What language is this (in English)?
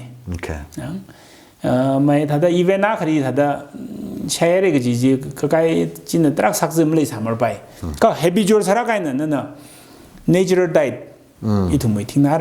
Tangkhul Naga (India)